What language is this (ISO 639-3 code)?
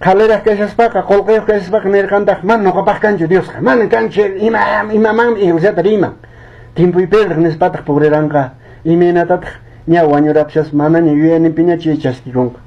que